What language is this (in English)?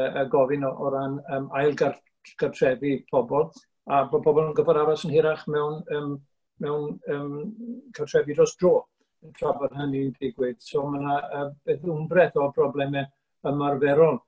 Welsh